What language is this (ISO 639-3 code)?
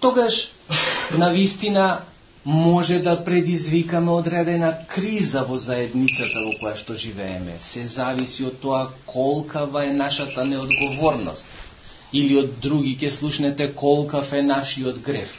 mkd